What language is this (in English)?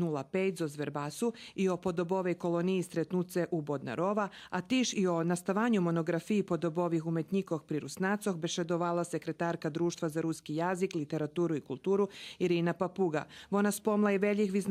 Rusyn